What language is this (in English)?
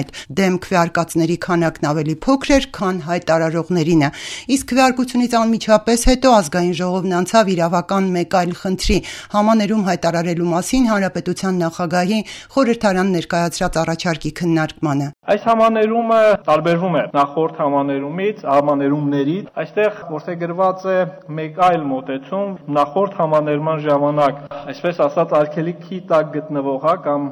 Armenian